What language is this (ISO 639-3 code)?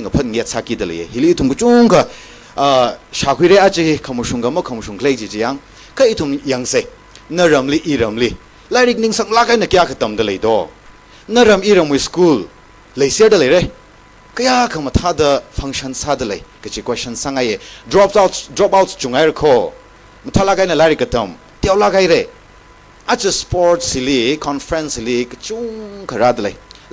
nmf